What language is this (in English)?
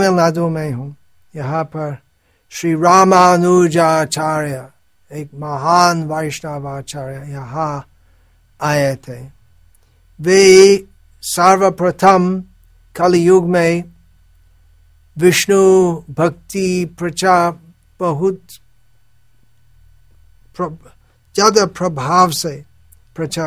Hindi